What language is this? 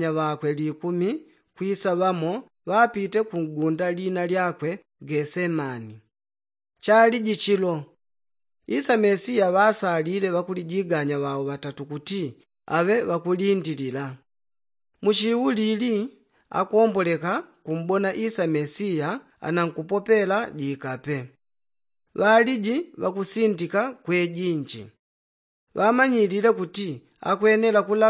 Yao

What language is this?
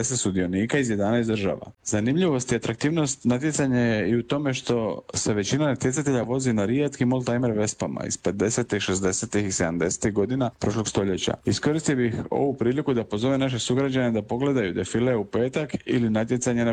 Croatian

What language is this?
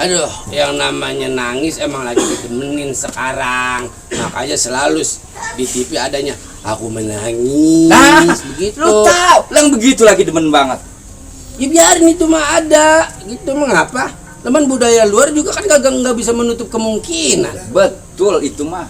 Betawi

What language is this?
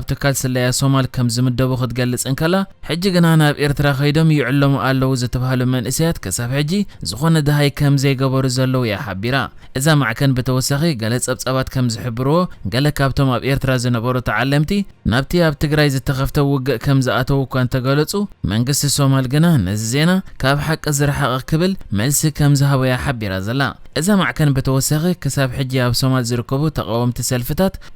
Tigrinya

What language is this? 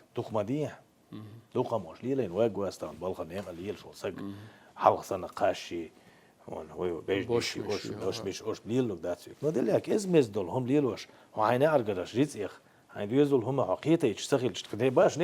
Chechen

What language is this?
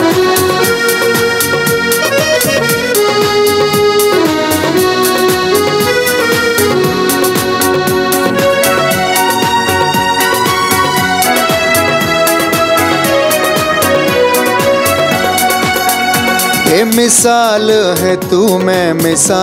Hindi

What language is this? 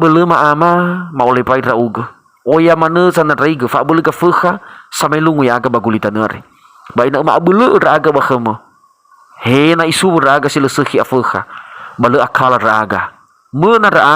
Nias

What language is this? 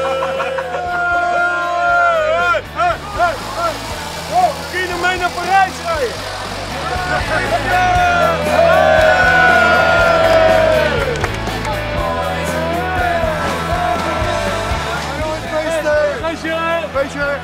Dutch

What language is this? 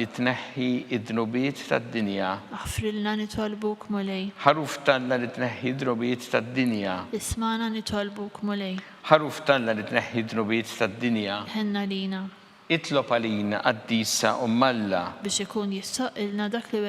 Maltese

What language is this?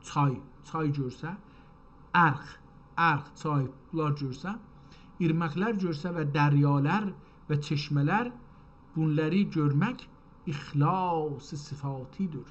South Azerbaijani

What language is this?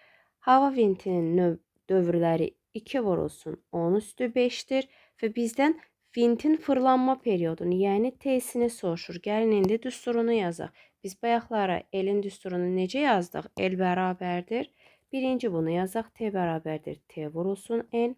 Azerbaijani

